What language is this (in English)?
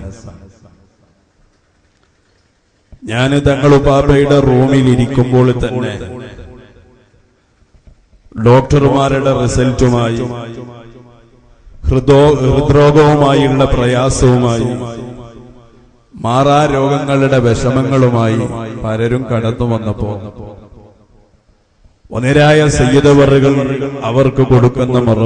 Malayalam